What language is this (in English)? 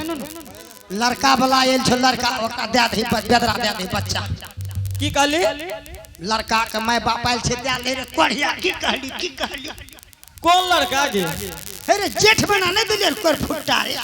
Angika